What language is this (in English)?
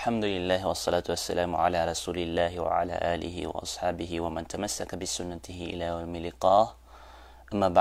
Maranao